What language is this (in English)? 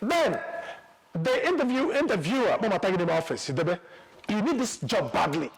Igbo